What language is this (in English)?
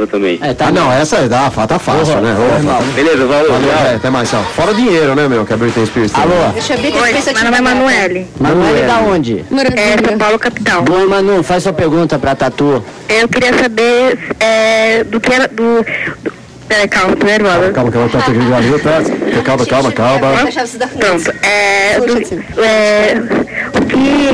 Portuguese